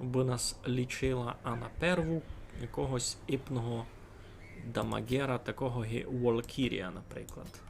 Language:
Rusyn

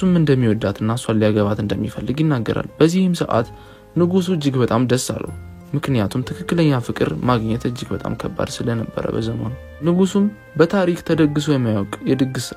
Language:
Amharic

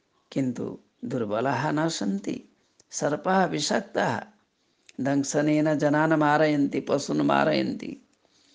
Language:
Sanskrit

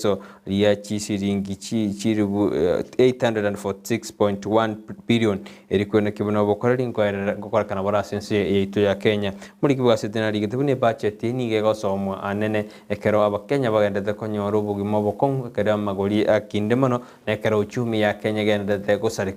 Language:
Gusii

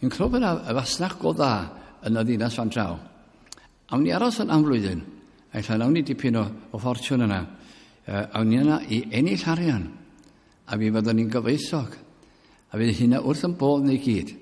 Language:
Welsh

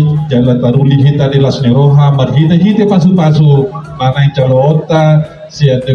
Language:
Batak Toba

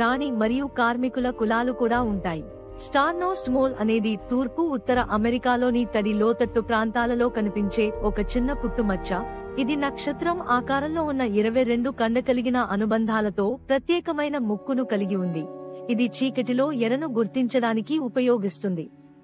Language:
Telugu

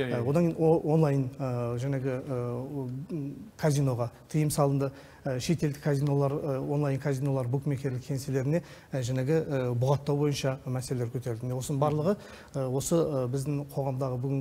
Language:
Kazakh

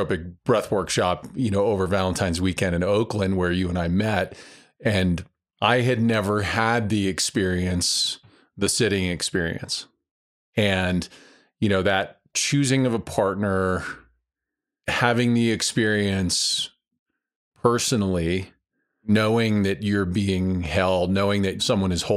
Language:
English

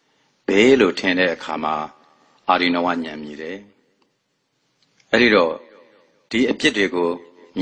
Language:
Burmese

